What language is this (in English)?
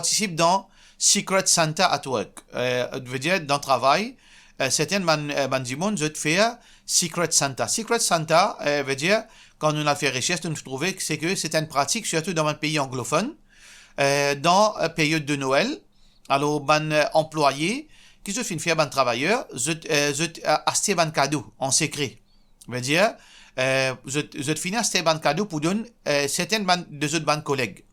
Morisyen